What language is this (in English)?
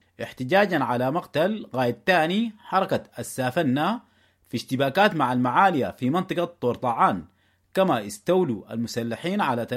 Sudanese Arabic